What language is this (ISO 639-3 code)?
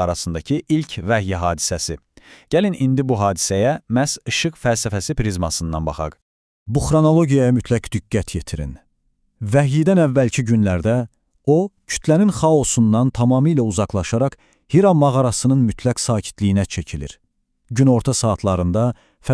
aze